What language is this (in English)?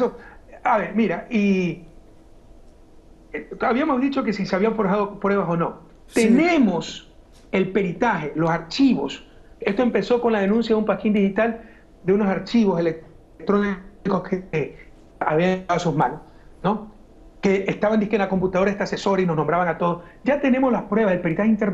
Spanish